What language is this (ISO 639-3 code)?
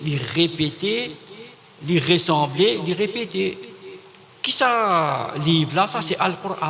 mfe